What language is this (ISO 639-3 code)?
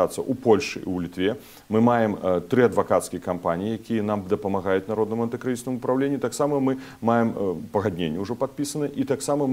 bel